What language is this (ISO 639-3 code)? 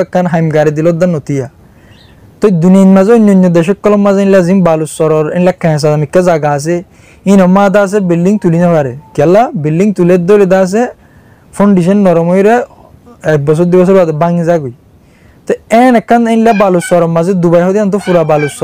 rhg